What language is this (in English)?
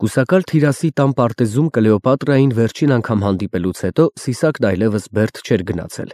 Armenian